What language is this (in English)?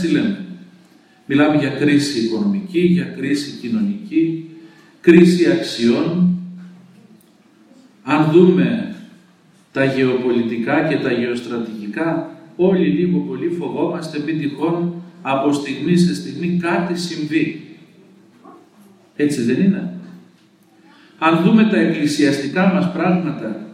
Greek